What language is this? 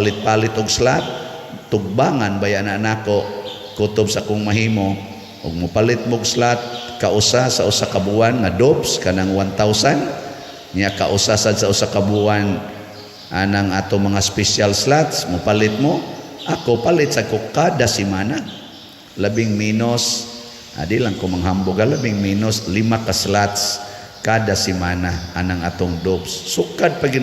Cebuano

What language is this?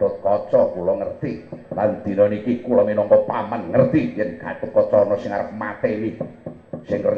Javanese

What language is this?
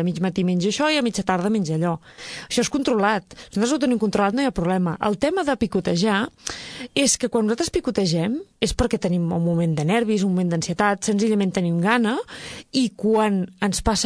Catalan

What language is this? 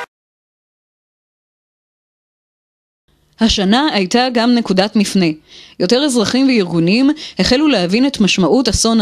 Hebrew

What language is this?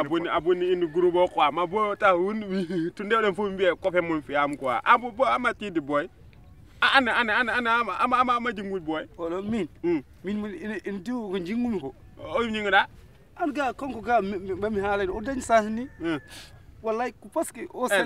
Fula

